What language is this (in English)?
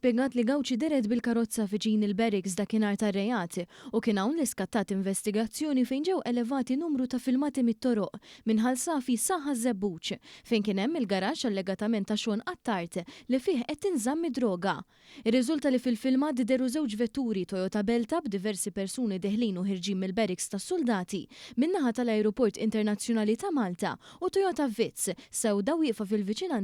Maltese